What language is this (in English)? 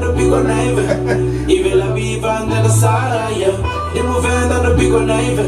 Venda